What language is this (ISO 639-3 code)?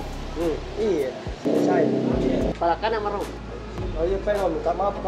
mfp